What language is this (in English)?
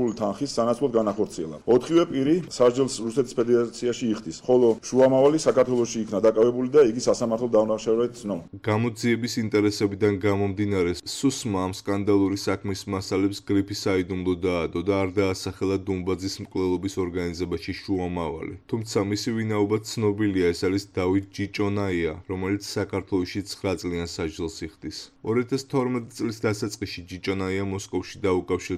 Georgian